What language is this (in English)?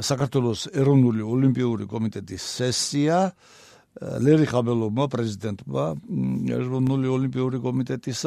Georgian